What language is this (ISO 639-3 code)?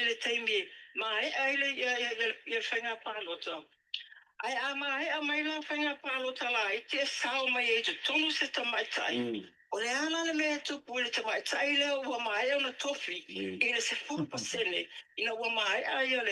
smo